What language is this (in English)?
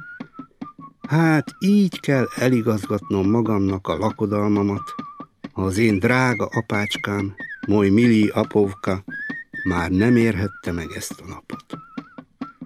Hungarian